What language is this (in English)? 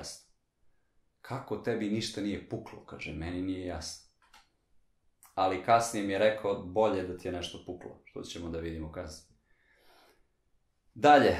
Serbian